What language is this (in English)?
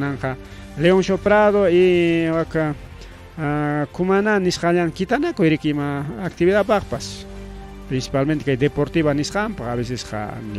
Ayacucho Quechua